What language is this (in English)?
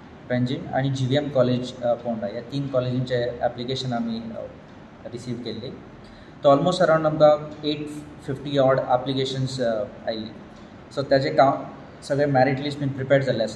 Konkani